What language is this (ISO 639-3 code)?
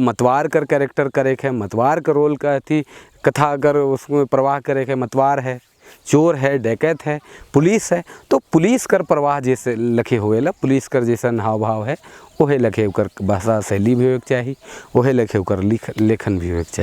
sck